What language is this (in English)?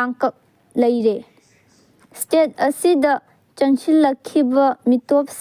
Manipuri